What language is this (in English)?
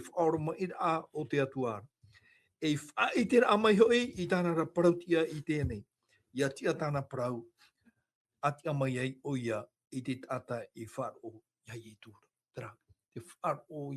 Tahitian